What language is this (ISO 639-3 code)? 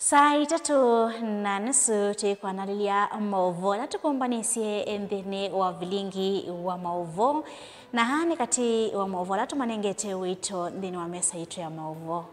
kam